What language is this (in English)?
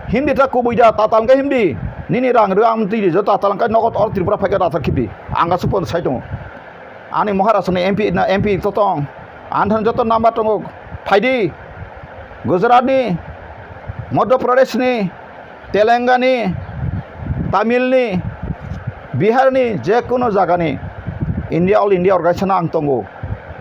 Kok Borok